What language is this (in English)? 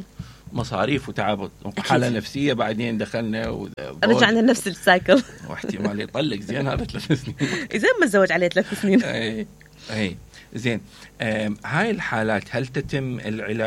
Mesopotamian Arabic